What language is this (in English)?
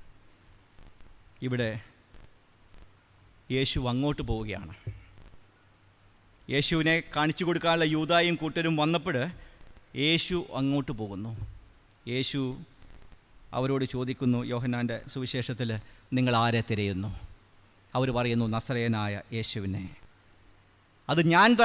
Malayalam